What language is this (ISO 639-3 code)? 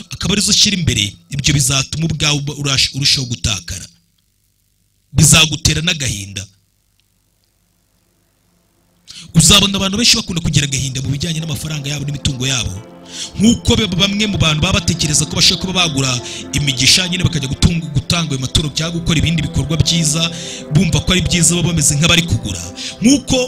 kin